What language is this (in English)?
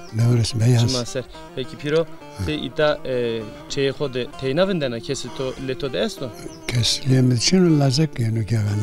Zaza